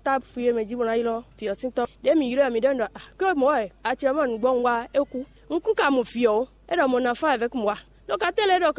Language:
Fon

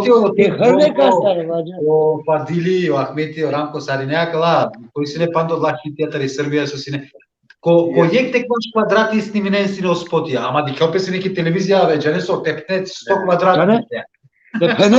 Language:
Balkan Romani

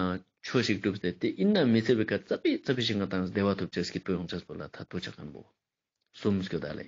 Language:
Ladakhi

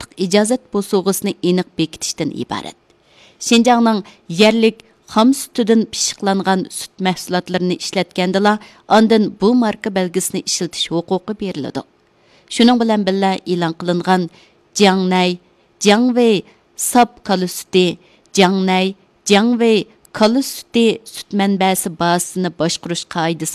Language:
Uyghur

